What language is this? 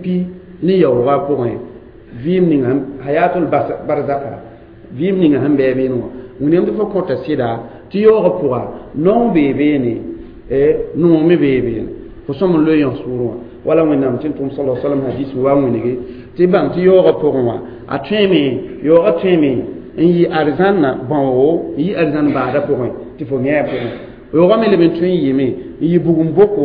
Mossi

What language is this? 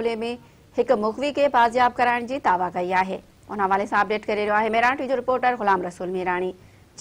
Sindhi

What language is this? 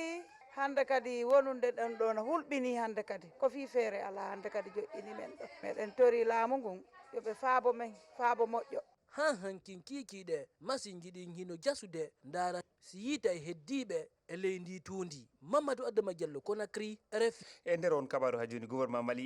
Fula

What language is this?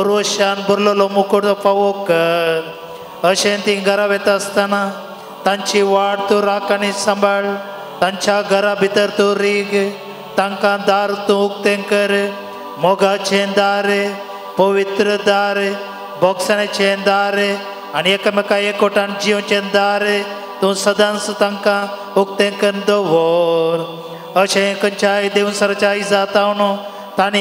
Konkani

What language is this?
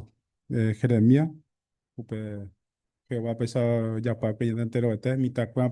Guarani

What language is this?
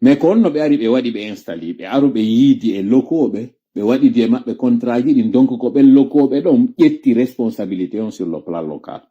Fula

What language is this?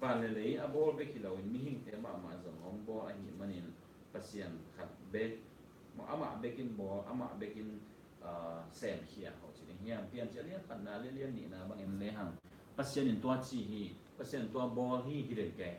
Tedim Chin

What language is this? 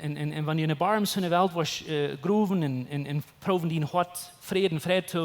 Plautdietsch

